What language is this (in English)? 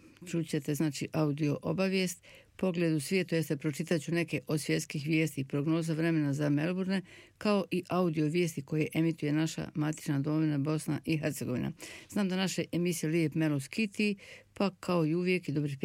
Bosnian